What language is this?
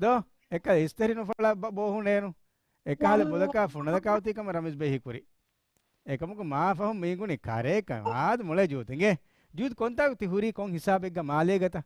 Divehi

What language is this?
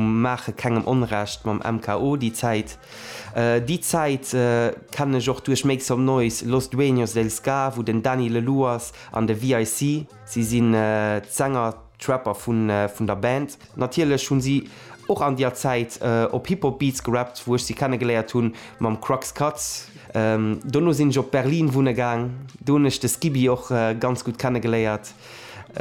Luxembourgish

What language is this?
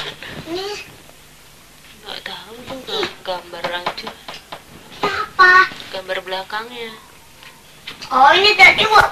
Indonesian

